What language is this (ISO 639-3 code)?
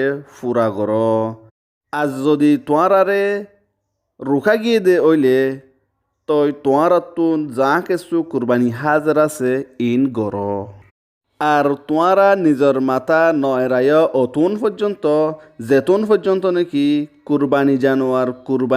rhg